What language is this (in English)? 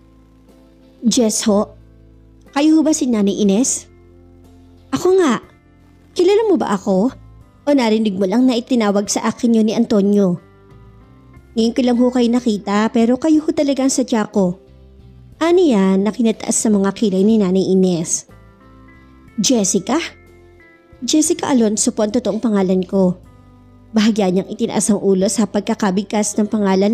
Filipino